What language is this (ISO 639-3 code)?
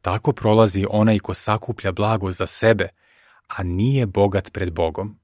srp